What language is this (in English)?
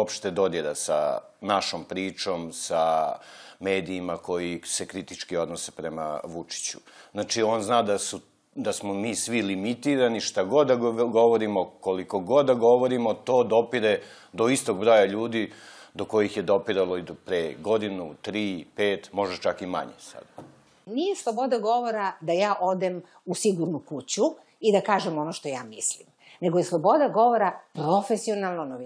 Serbian